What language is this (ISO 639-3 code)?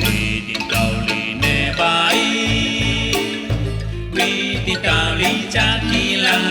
kek